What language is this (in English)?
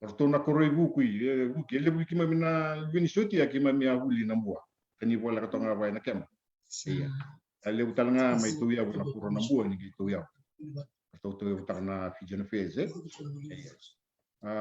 Fijian